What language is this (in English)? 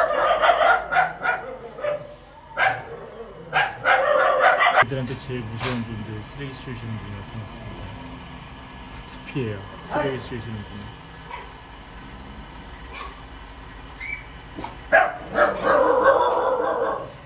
Korean